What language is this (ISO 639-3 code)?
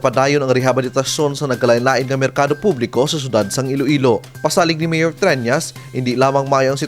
hil